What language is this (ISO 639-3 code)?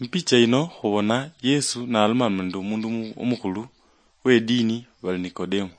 luy